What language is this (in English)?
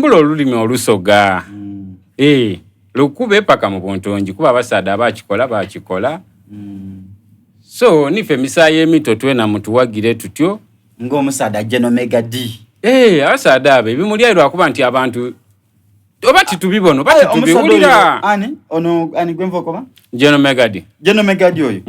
Soga